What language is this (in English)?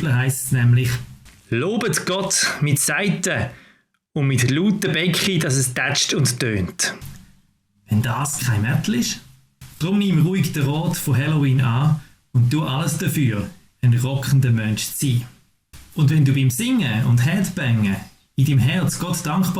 Swiss German